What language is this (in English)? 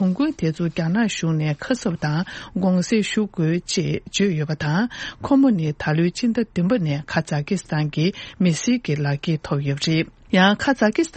Tibetan